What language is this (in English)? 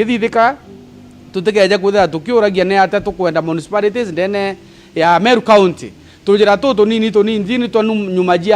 Meru